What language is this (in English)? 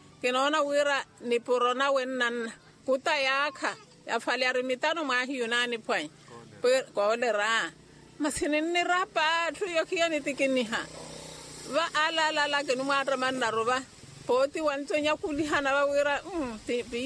Makhuwa